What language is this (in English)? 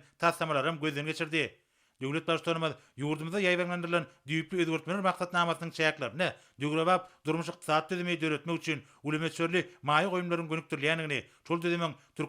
Turkmen